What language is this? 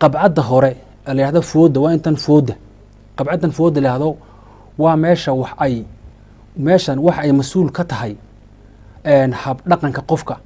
Somali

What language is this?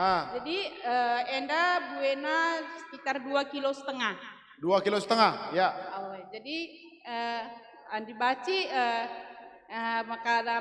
Batak Karo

